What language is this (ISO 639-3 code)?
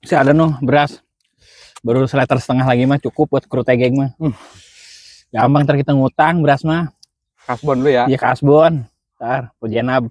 bew